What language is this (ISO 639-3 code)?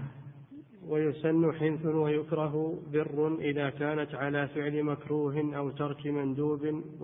ara